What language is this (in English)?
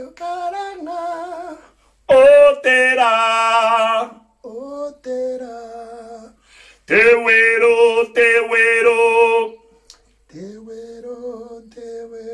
Māori